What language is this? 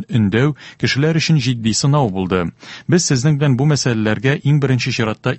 Tatar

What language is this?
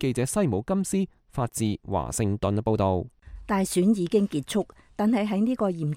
Cantonese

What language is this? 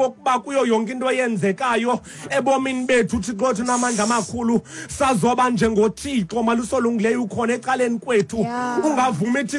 Xhosa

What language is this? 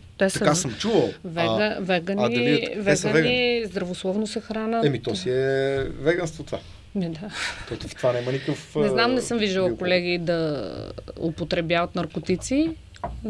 Bulgarian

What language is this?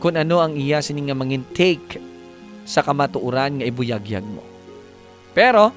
Hiligaynon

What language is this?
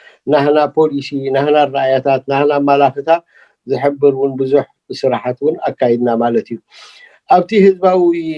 Tigrinya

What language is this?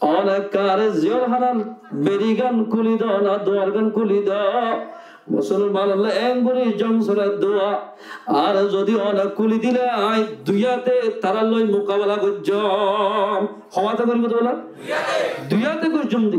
Rohingya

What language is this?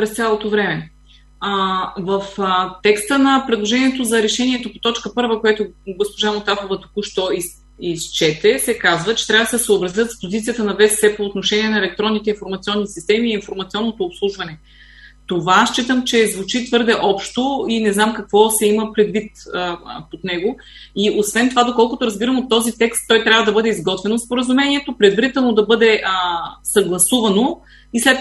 Bulgarian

